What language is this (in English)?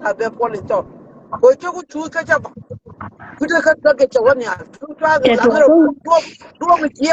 Nuer